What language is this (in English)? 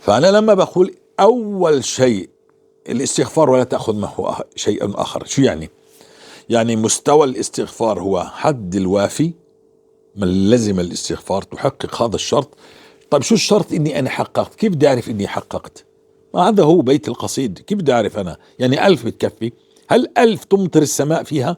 North Levantine Arabic